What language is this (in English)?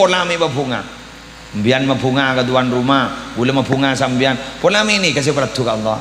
Madurese